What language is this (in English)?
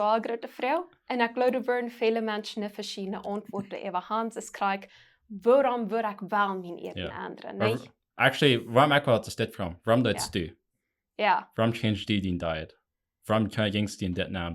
Plautdietsch